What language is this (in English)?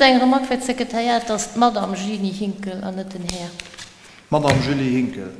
Luxembourgish